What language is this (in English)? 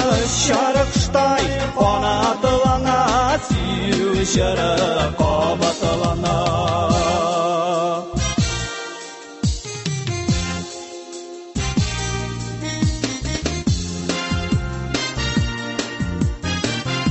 Tatar